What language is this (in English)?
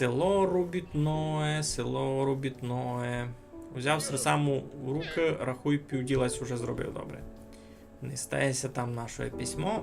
Rusyn